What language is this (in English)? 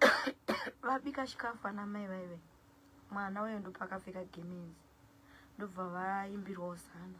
Shona